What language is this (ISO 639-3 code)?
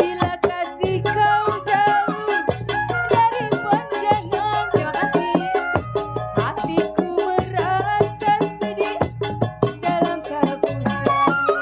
bew